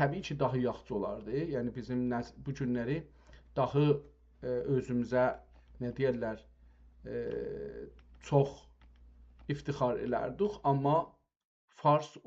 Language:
South Azerbaijani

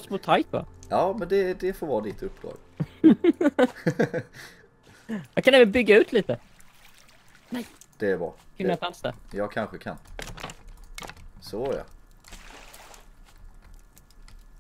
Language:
Swedish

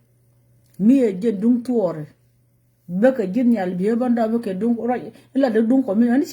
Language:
Nuer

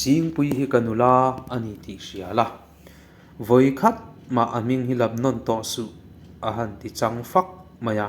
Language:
Mizo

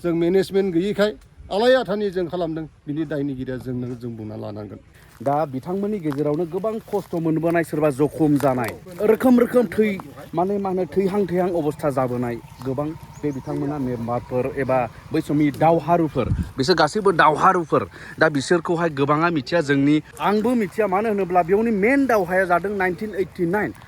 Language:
Bodo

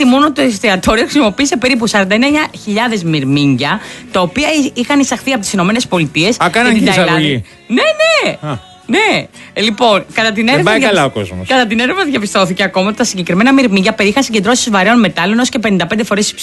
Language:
Greek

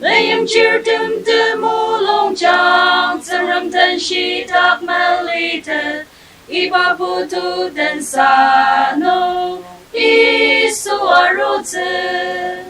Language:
Ao Naga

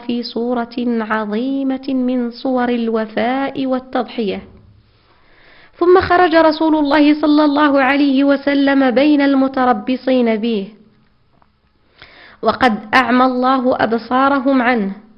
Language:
Arabic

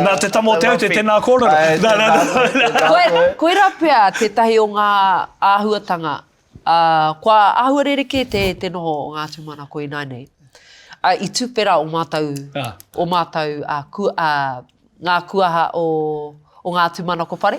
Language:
Māori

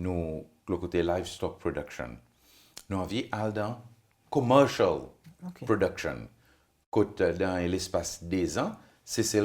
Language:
Seselwa Creole French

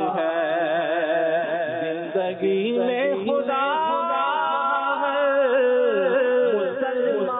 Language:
Urdu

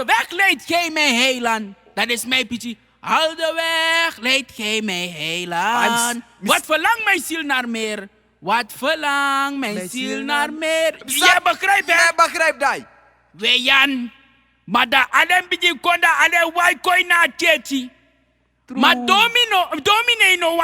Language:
Sranan Tongo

